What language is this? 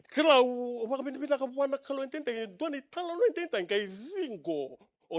Fijian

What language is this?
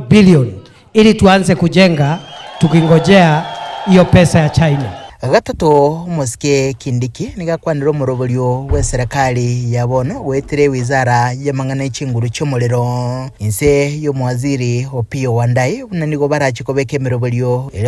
Gusii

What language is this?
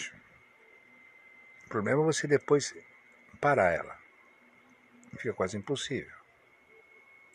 Portuguese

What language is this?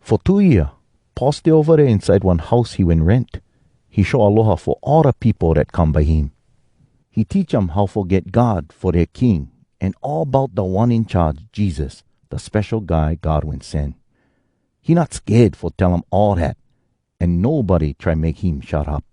Hawai'i Creole English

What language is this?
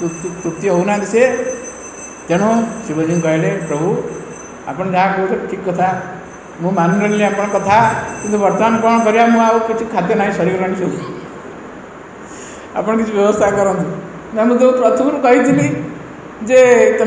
Odia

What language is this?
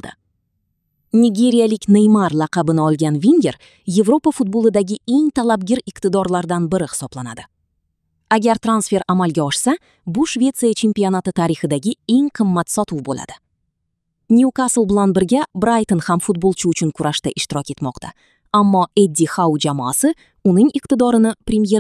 Kyrgyz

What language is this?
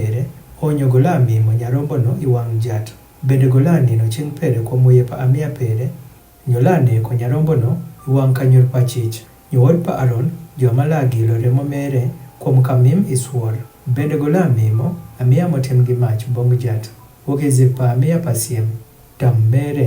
Adhola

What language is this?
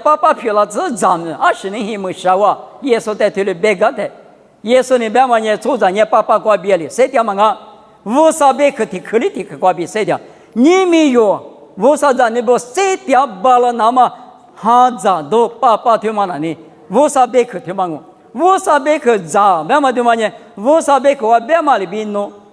Lisu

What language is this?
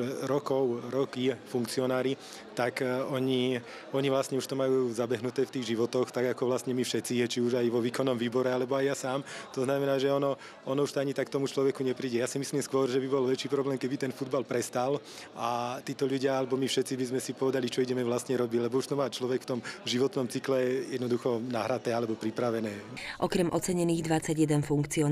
Slovak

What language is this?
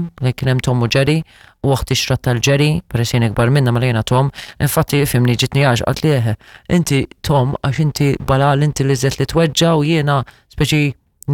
Maltese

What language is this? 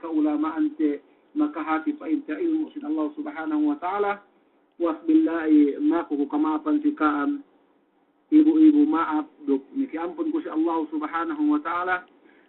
Yakan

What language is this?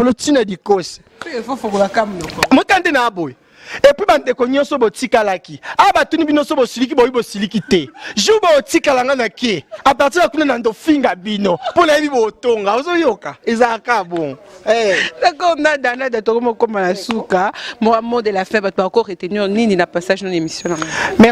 Lingala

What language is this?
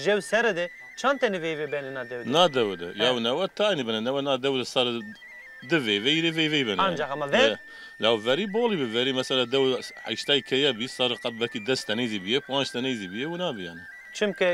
Zaza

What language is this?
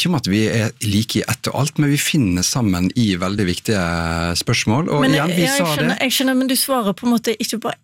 Norwegian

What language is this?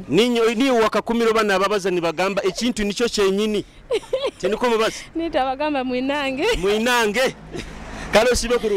Nyoro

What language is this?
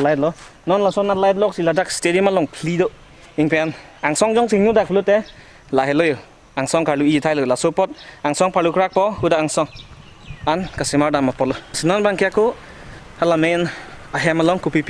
Karbi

